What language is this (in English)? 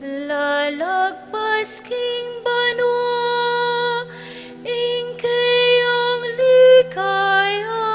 Pampanga